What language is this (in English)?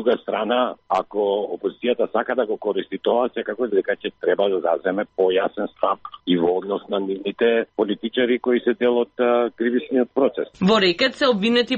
Macedonian